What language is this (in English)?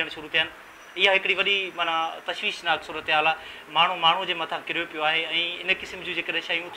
Sindhi